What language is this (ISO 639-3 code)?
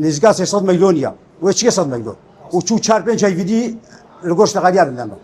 kur